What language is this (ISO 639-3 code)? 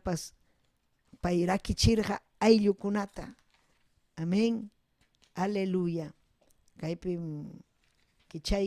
quy